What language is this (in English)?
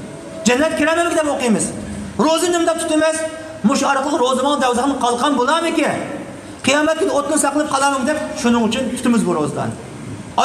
Uyghur